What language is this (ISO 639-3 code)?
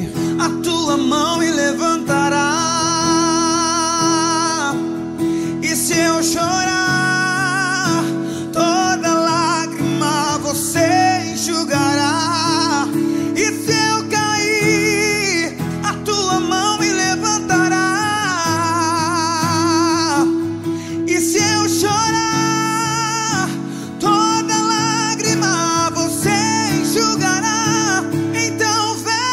por